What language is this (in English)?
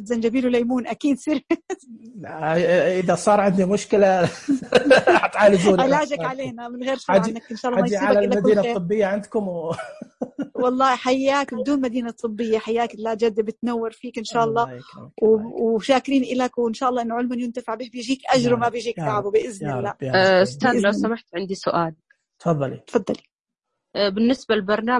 Najdi Arabic